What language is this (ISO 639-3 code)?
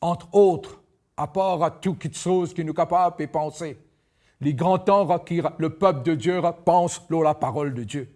mfe